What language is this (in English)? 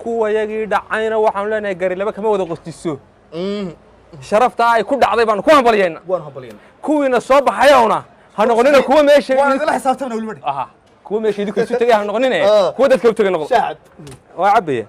Somali